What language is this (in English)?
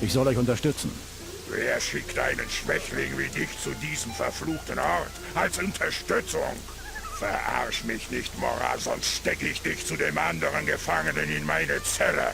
Bavarian